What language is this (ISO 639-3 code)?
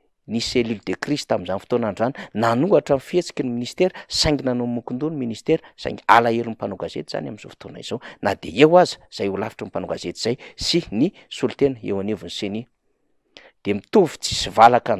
mlg